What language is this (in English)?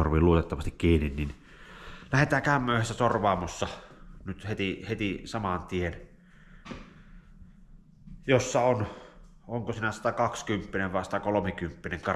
Finnish